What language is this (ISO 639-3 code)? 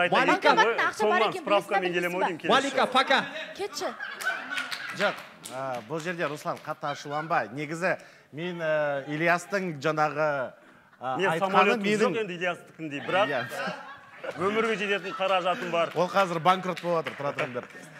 kaz